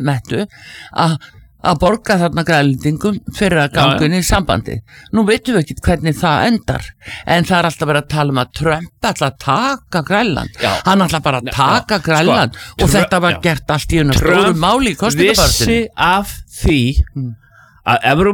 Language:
Icelandic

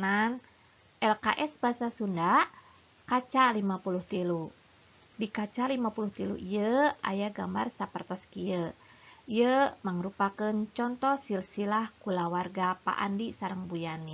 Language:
Sundanese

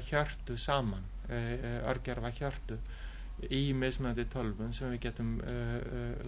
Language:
Icelandic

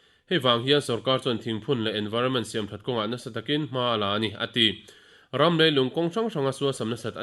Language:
Mizo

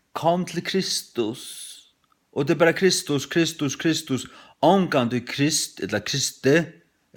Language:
Faroese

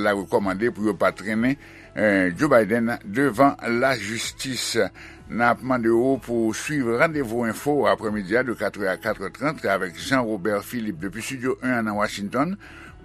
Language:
Haitian Creole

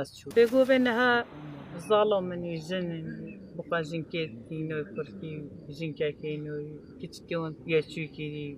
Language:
Kurdish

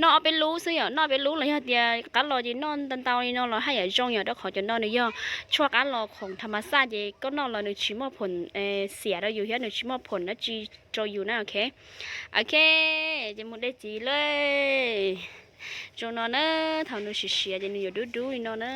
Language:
Hmong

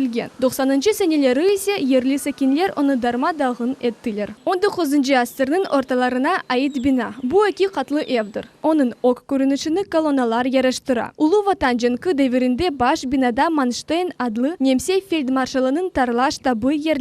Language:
Crimean Tatar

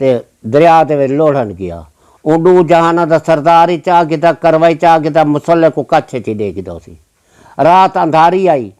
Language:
Saraiki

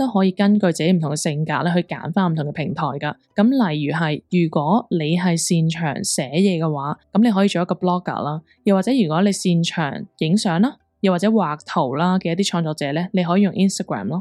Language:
Cantonese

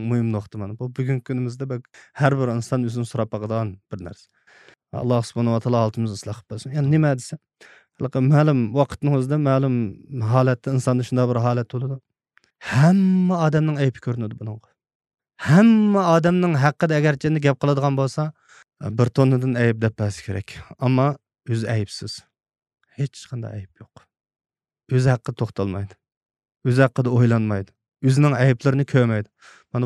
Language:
Uyghur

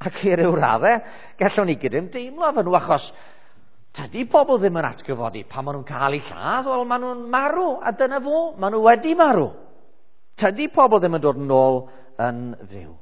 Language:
Welsh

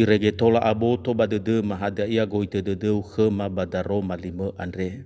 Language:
Nias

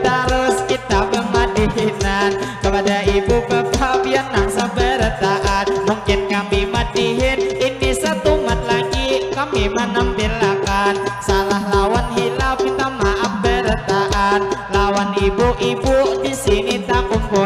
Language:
Banjar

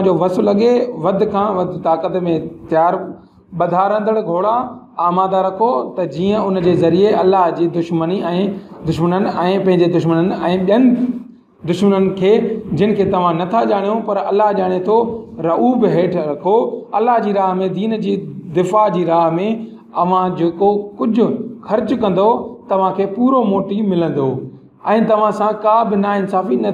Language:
Sindhi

